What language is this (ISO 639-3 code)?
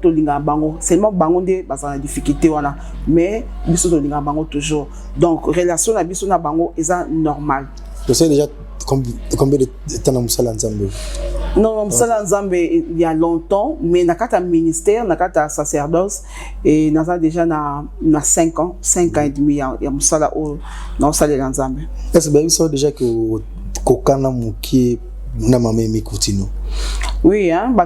lin